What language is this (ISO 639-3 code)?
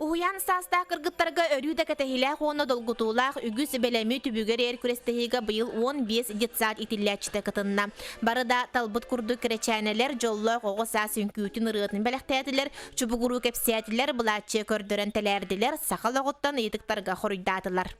sah